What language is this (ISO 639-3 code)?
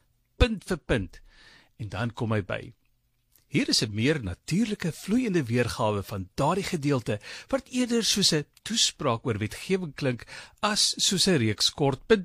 afr